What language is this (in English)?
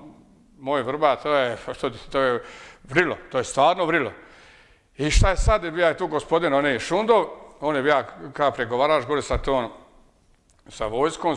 Croatian